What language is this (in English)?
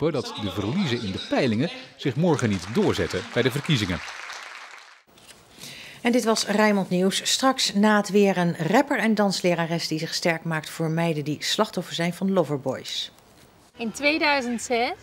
Dutch